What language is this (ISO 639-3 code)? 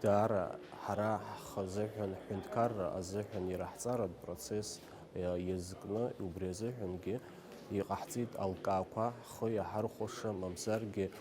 abk